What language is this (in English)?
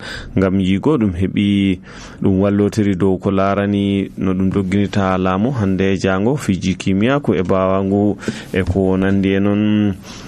Nigerian Fulfulde